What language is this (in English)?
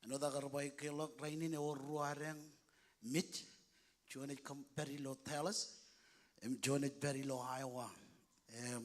Marshallese